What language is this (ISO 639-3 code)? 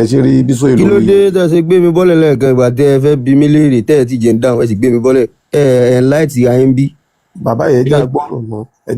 yor